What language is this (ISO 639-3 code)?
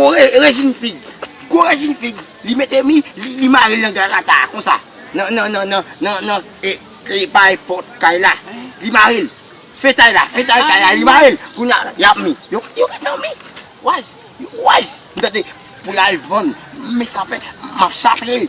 hat